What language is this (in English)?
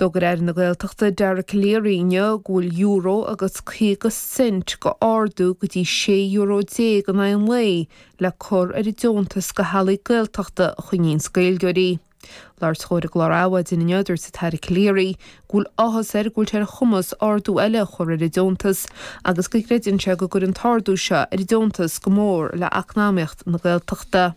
Irish